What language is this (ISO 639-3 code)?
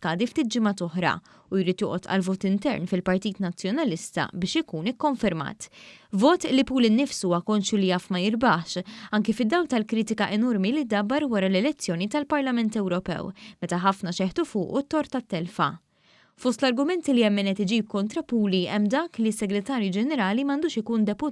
mlt